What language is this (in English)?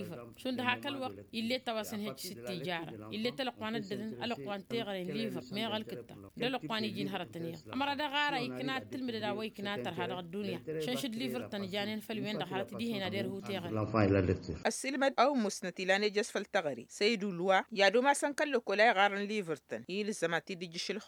Tamasheq